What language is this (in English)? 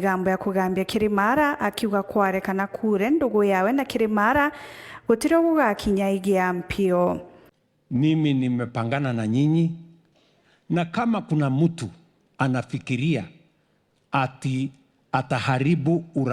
Meru